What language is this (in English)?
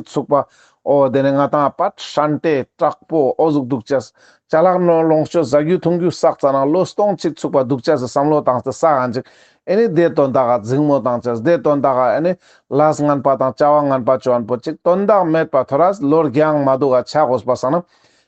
Ladakhi